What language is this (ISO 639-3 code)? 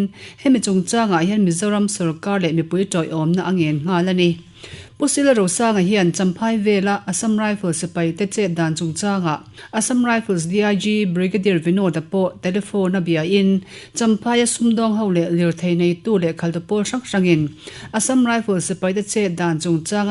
lus